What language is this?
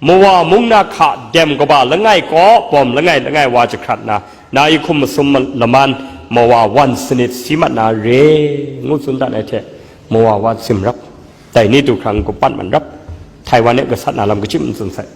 Kachin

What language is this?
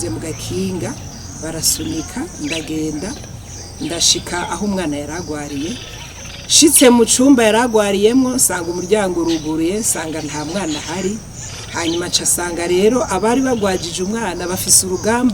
Rundi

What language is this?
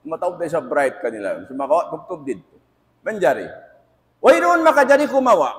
Tausug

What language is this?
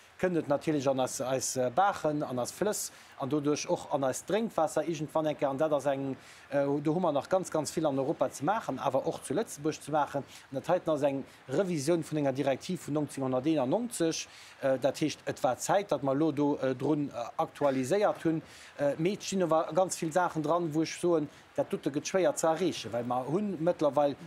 Luxembourgish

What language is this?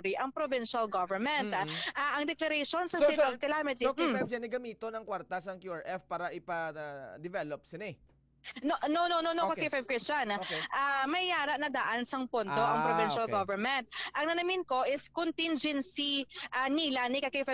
Hiligaynon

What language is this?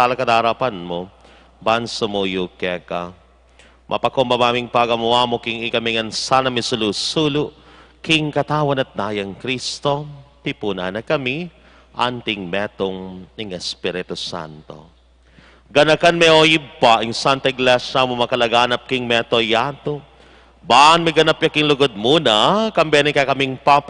Pampanga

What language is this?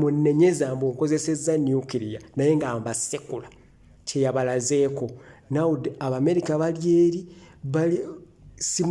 Ganda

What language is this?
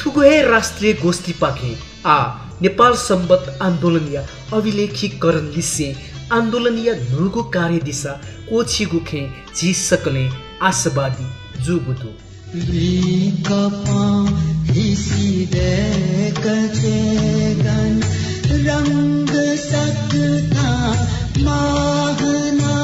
Newari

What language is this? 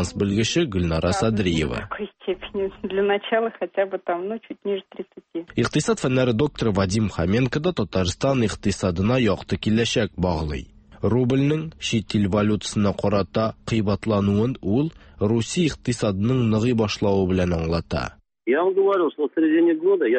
Tatar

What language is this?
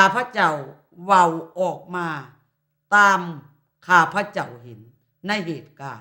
Lao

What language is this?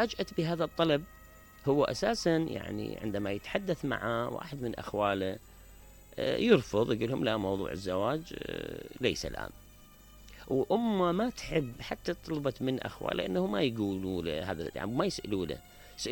Mesopotamian Arabic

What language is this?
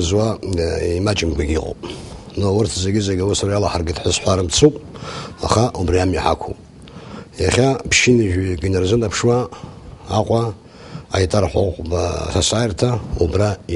Abkhazian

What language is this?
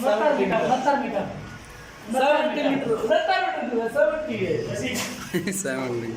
Saraiki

